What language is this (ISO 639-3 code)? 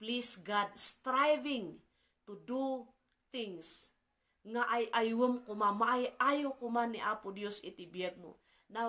ilo